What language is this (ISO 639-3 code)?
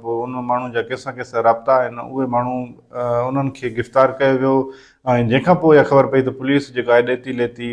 snd